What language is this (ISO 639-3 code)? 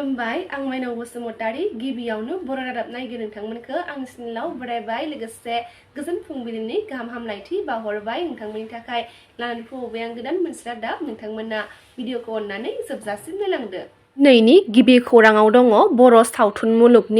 brx